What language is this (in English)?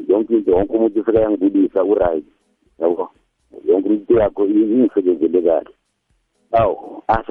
South Ndebele